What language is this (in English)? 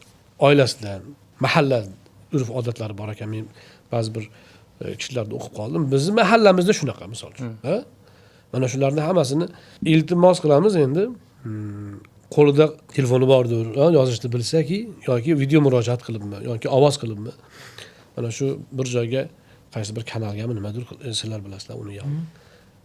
Uzbek